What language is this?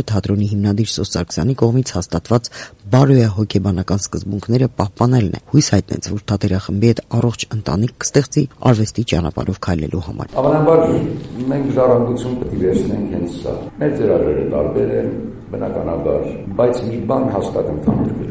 Armenian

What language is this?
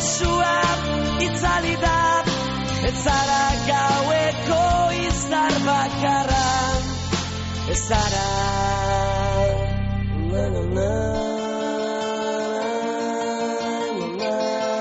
Basque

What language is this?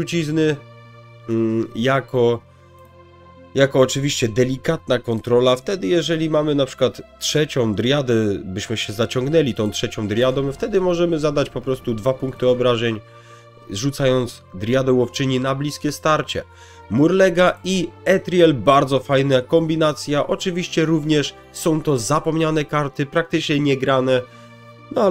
Polish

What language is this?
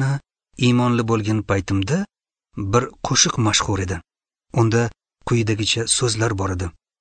Uzbek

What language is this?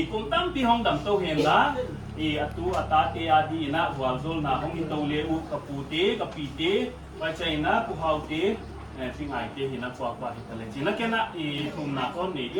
Paite Chin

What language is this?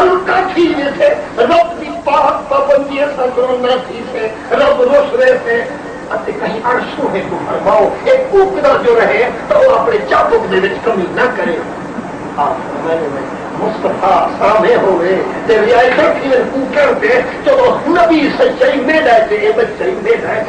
Saraiki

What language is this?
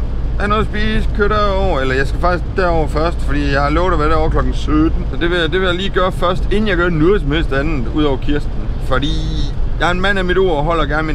Danish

